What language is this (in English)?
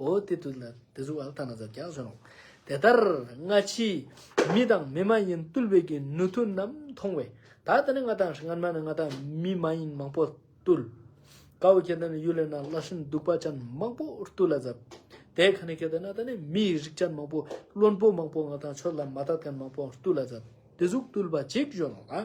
Ladakhi